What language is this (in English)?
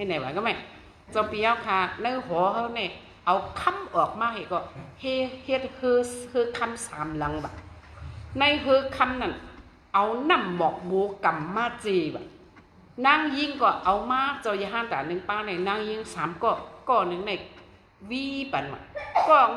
Shan